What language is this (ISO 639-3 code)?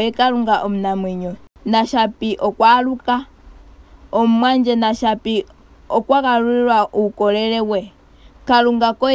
ndo